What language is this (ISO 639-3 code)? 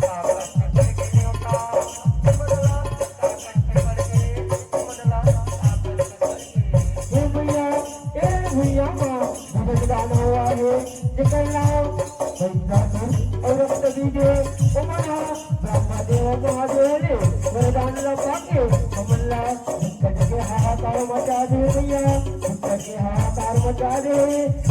hne